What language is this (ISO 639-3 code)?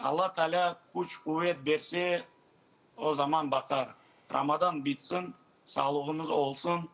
crh